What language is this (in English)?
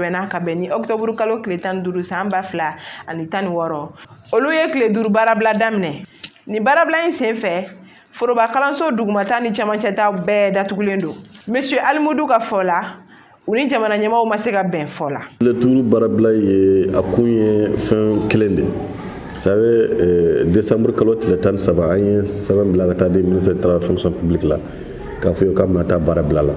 Bambara